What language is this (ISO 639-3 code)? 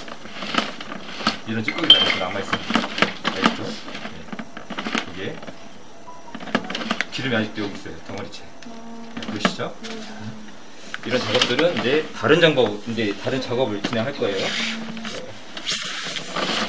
kor